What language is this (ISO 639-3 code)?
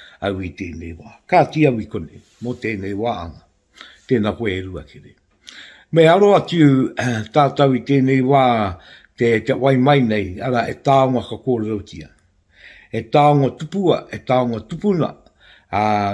mri